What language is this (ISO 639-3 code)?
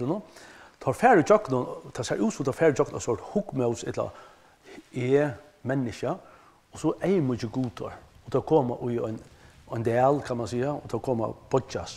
fao